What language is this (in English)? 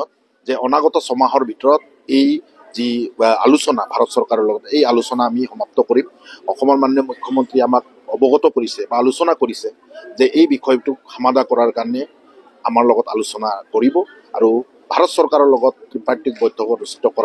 Assamese